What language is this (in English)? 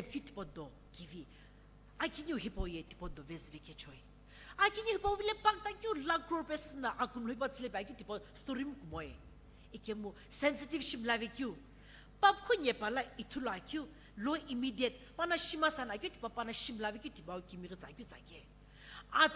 Sumi Naga